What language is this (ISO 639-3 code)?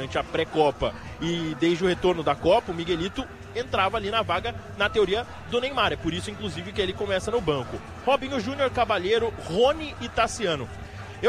por